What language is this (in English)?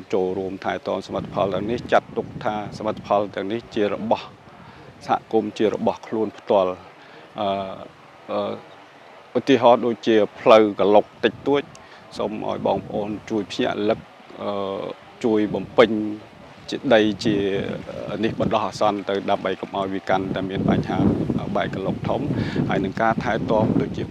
Khmer